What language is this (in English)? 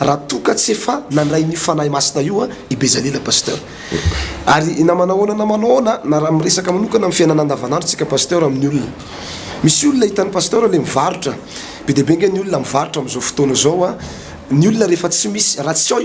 Malagasy